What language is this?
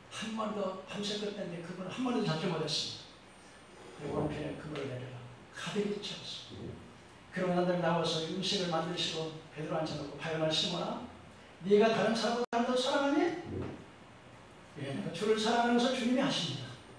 Korean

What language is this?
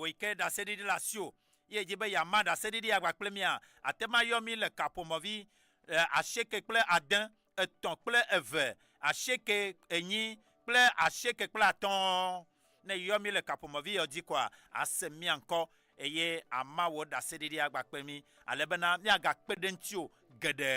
Ewe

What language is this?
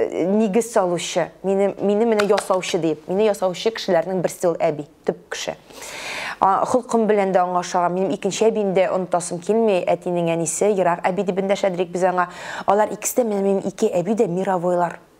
Tatar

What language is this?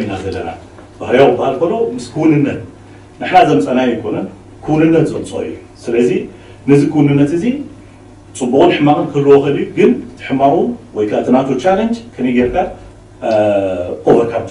Tigrinya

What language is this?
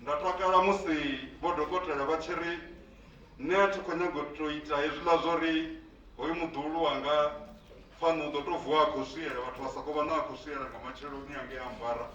Venda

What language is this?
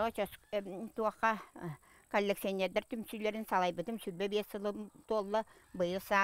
Yakut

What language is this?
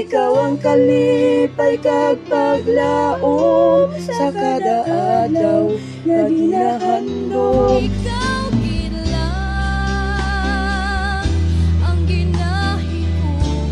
Hiligaynon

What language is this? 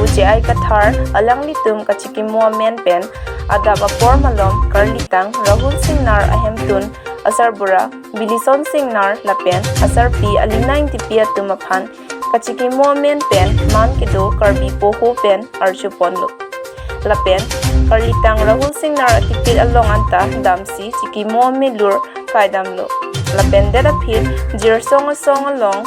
Karbi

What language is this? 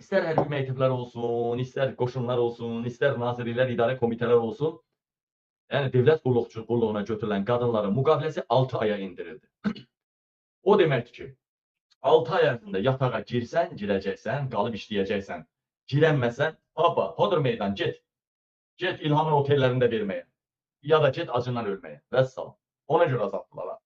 Azerbaijani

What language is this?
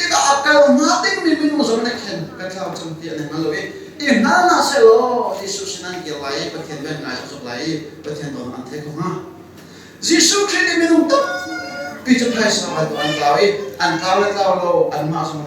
Hakha Chin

